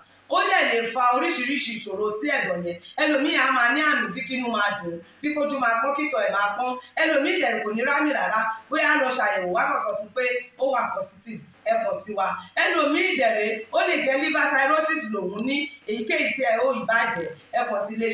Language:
Yoruba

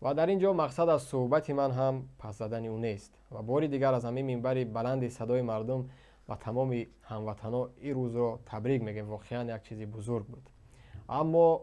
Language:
Tajik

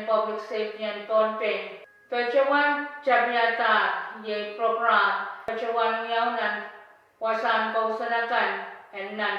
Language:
Pohnpeian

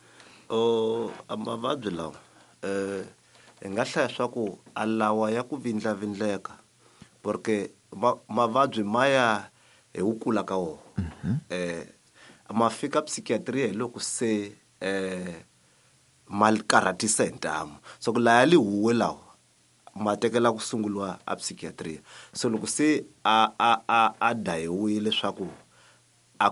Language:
Tsonga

